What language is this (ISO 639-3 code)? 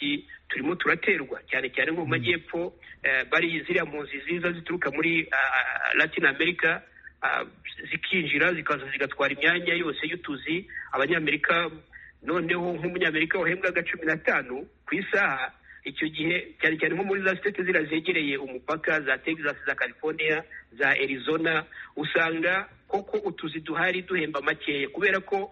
kin